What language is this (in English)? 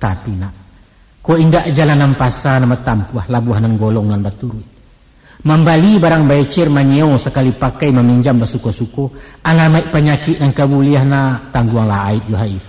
Minangkabau